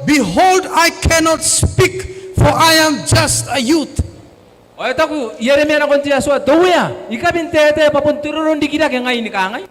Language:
Gilbertese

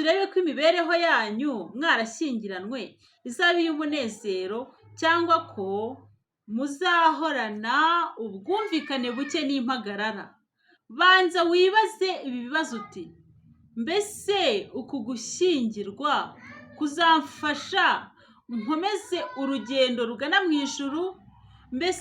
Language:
Kinyarwanda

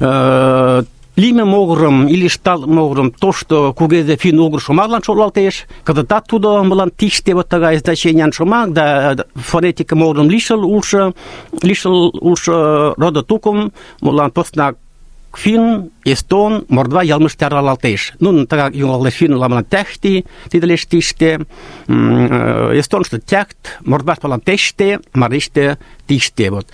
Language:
Mari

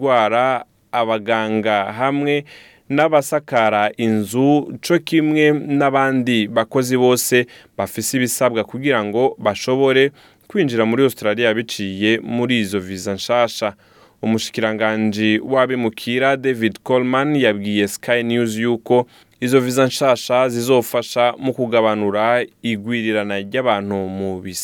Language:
Rundi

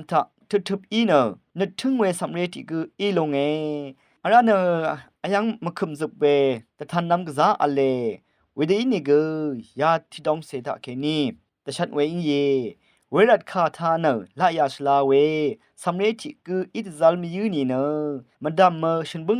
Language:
Rawang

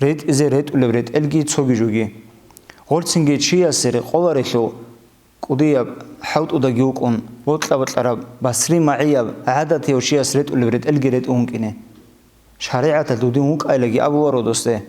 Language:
Avaric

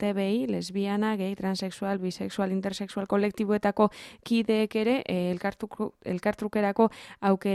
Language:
Basque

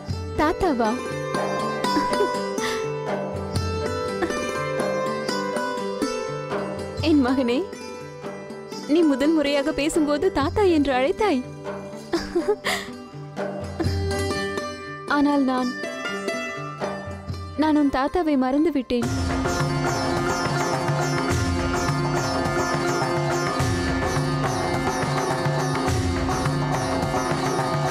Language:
Tamil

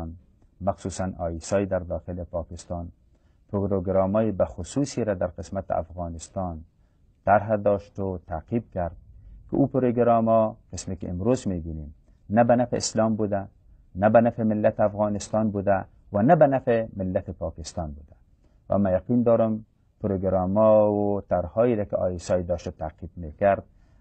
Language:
Persian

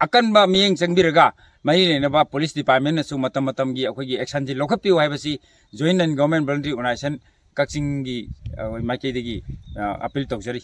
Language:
Manipuri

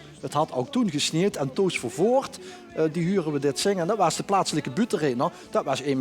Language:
Limburgish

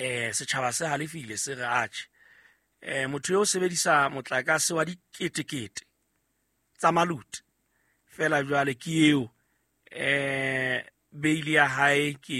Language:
Southern Sotho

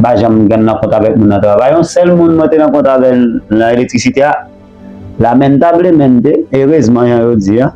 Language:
Haitian Creole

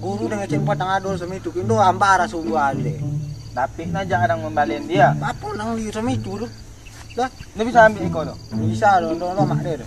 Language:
Minangkabau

